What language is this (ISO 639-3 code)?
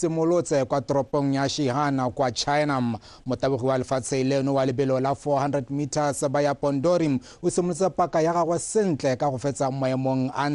tsn